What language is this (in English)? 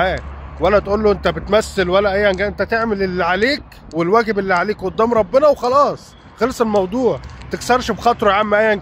Egyptian Arabic